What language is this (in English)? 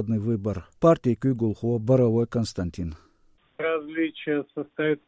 Chechen